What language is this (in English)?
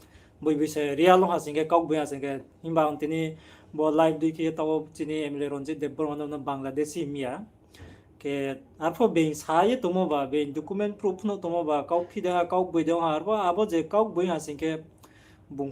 Riang (India)